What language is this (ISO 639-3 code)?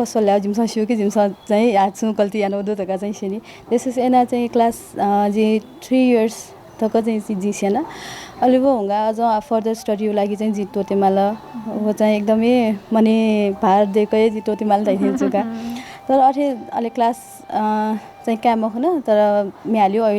new